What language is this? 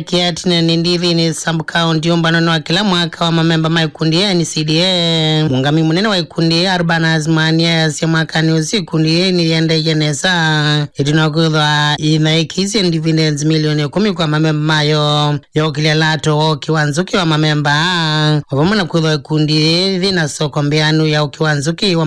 Kamba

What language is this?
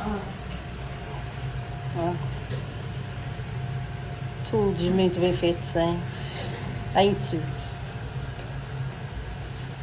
Portuguese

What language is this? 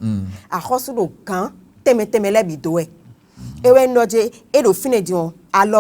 Fon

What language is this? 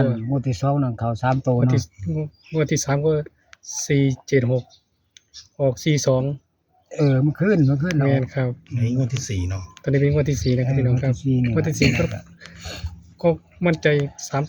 Northeastern Thai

